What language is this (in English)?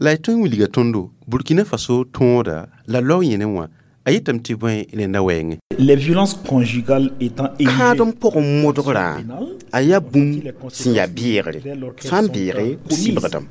Mossi